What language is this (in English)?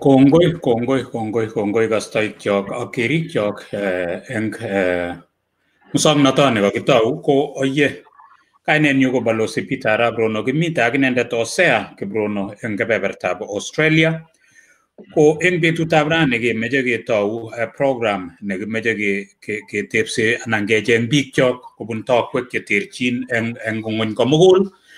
Kalenjin